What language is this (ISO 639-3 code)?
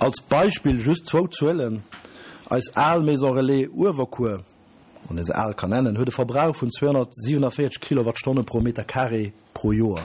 ltz